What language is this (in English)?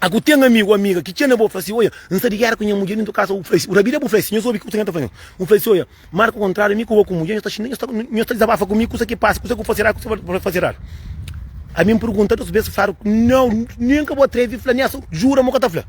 Kabuverdianu